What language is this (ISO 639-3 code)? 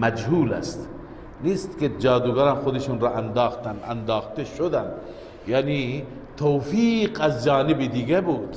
fas